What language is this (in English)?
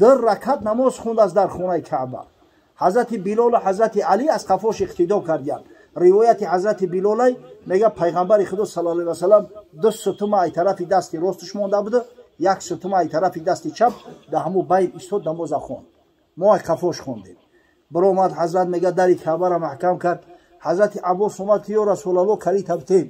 Tajik